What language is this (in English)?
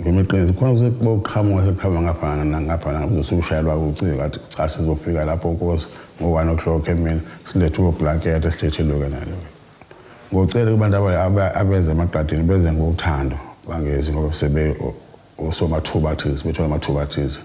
Zulu